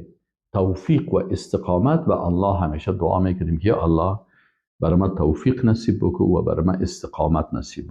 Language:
Persian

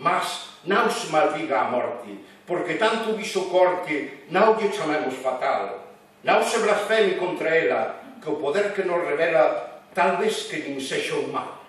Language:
Galician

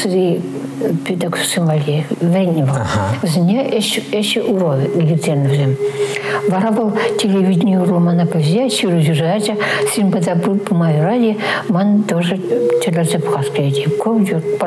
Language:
Chuvash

